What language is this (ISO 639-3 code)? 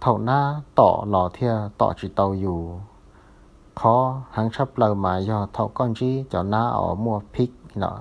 hmn